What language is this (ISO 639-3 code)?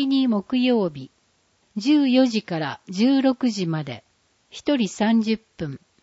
jpn